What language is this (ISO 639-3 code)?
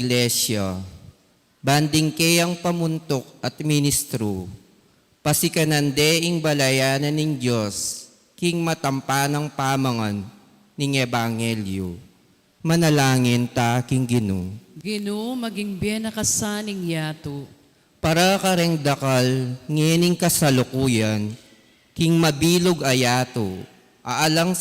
pam